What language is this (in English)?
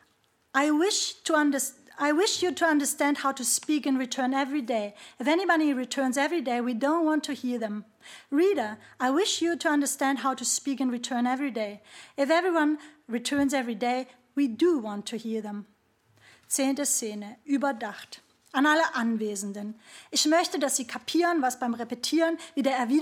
German